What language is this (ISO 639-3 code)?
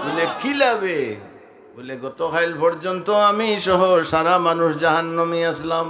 syl